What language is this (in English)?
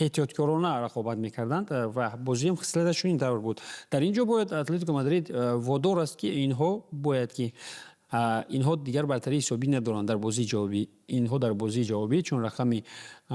Tajik